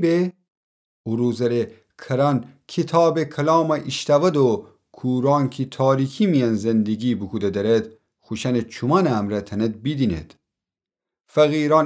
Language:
Gilaki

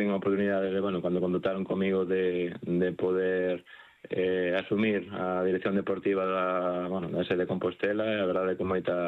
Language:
Galician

